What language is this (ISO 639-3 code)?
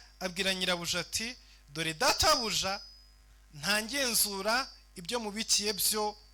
kin